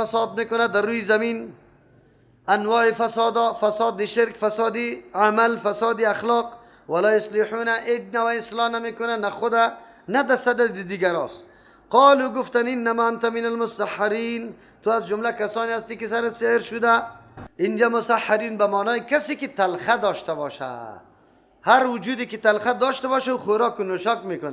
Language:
Persian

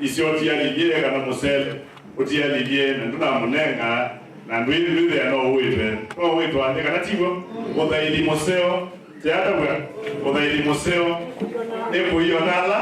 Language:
Kamba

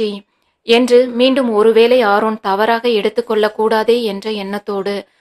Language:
Tamil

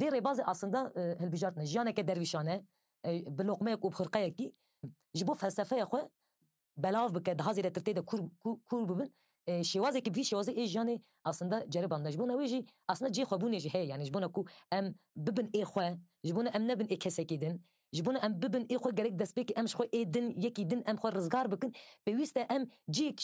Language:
Kurdish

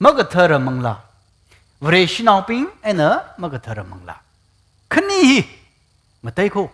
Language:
Tangkhul Naga (India)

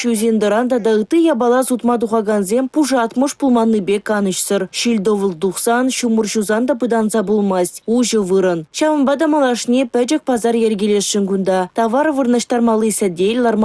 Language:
Chuvash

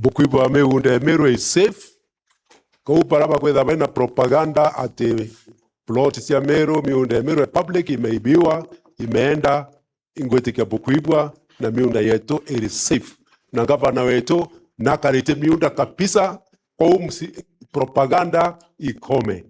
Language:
Meru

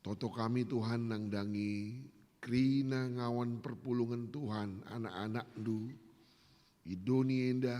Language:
Batak Karo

